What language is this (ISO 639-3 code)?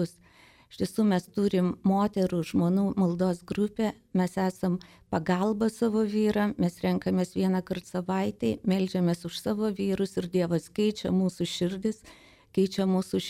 lit